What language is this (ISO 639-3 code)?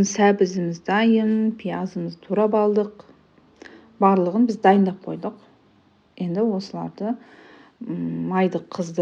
kaz